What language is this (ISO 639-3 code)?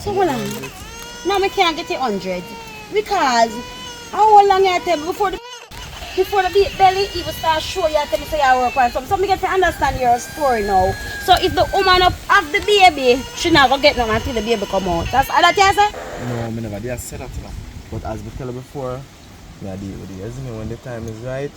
jam